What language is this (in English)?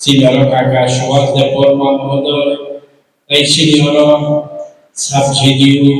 Kok Borok